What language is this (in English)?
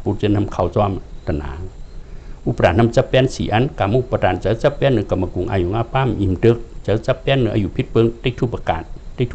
Shan